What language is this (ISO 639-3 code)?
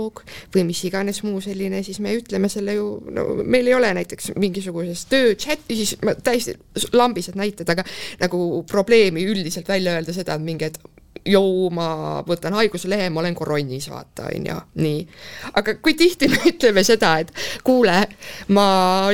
est